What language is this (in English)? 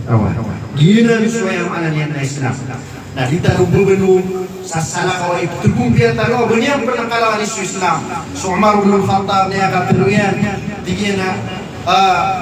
Maranao